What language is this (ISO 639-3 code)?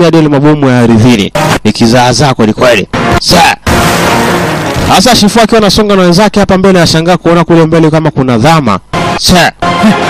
swa